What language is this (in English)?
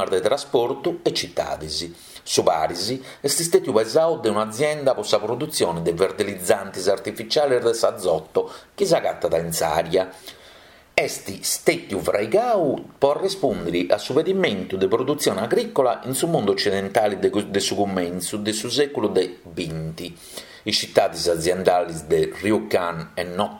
Sardinian